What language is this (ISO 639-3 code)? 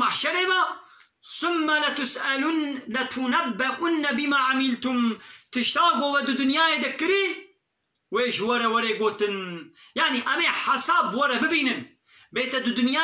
kur